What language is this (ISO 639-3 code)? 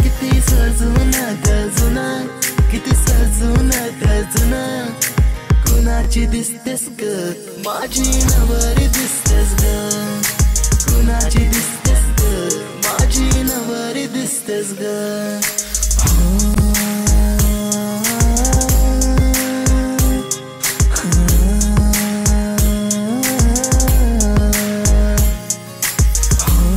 mar